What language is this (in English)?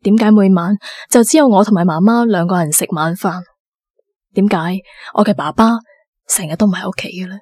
Cantonese